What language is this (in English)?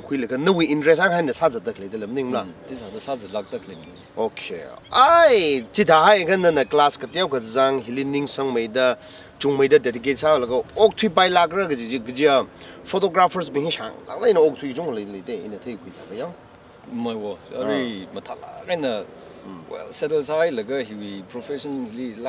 Tangkhul Naga (India)